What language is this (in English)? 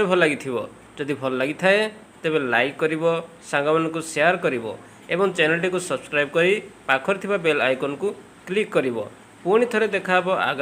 Odia